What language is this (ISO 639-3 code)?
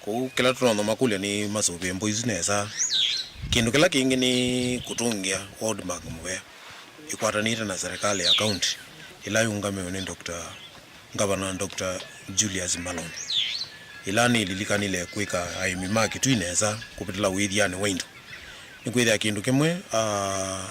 kam